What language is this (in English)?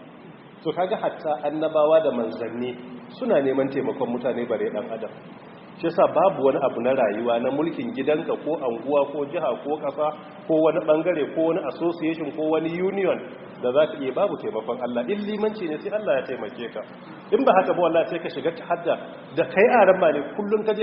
Hausa